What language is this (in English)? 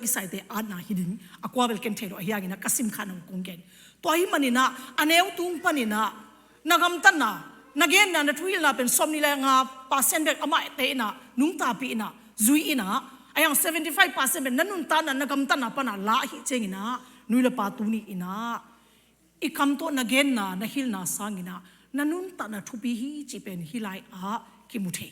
Tedim Chin